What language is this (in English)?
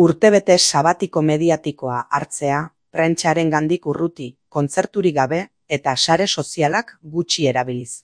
Basque